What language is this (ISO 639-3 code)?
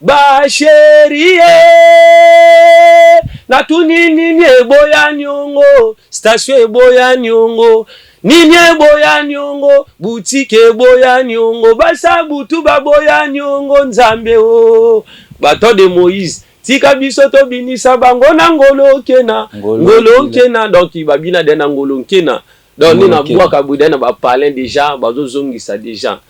lin